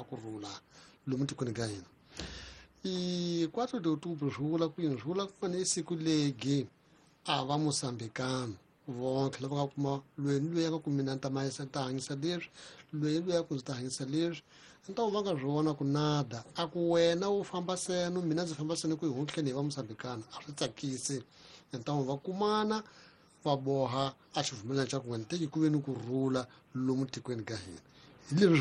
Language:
Tsonga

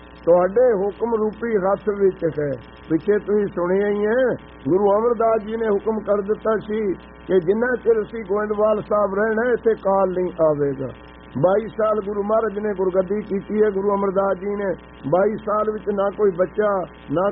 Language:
Punjabi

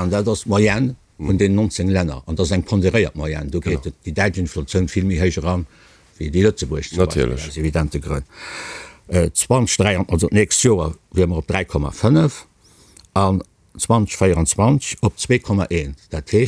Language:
Luxembourgish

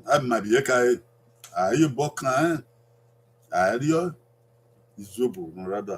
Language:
Bini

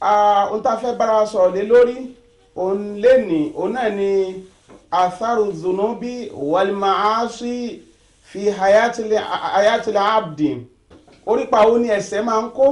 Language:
Yoruba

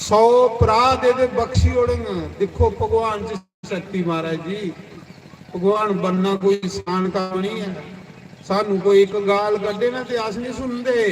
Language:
Dogri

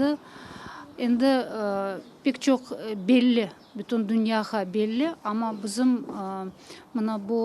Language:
Crimean Tatar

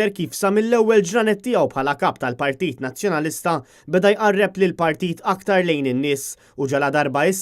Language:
Maltese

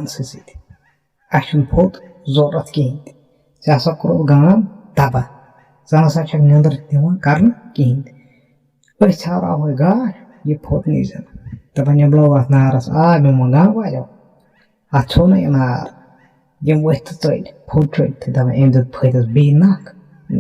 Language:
Kashmiri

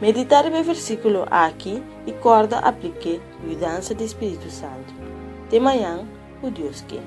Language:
Papiamento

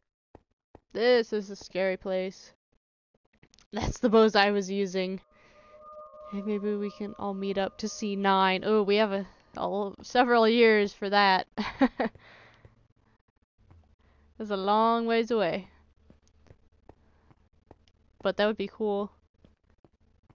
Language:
English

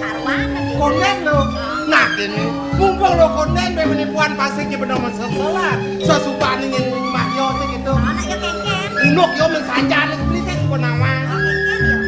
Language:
Balinese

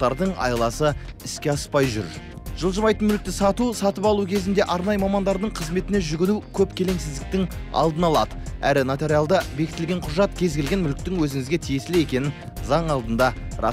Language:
Kazakh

